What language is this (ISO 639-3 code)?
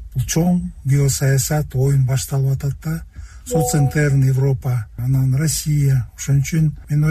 kir